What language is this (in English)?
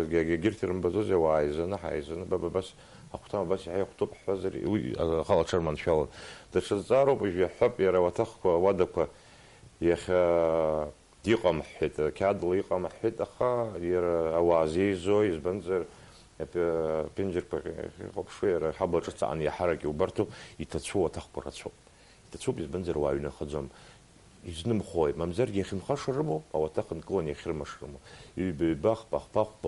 Abkhazian